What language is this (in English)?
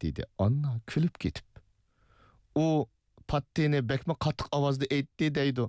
Uyghur